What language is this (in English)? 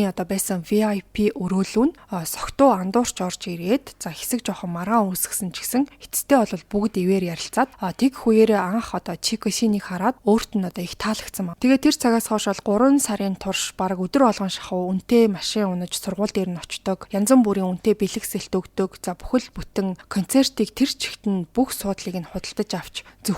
Mongolian